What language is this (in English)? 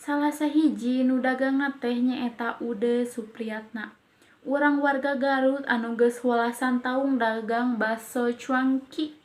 Sundanese